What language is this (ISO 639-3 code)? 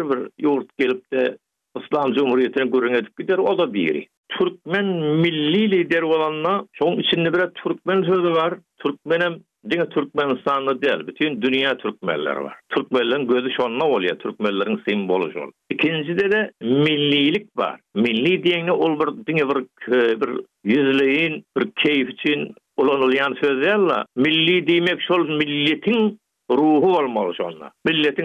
tuk